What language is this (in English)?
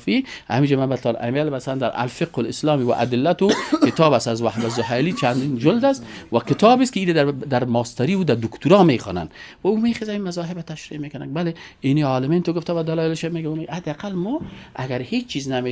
Persian